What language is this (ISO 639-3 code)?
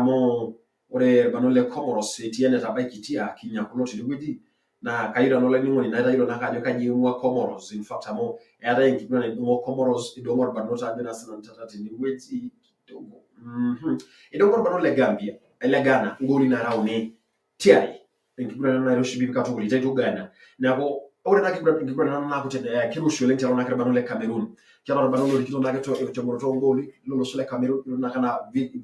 mas